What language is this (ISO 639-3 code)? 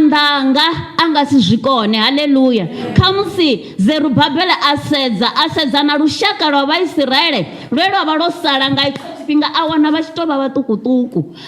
ven